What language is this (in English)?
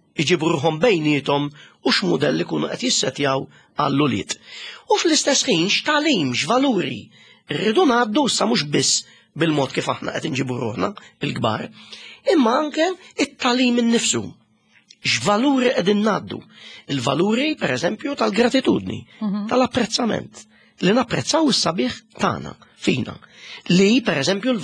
Maltese